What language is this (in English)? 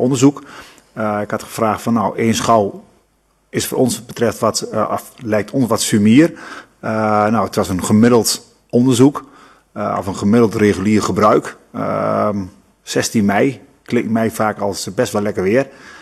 Dutch